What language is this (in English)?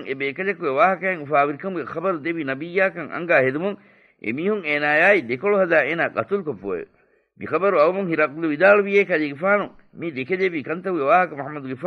Divehi